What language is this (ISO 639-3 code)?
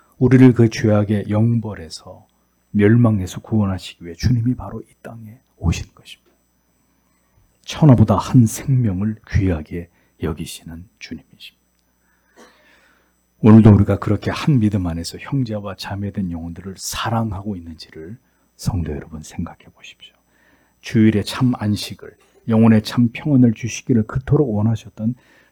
kor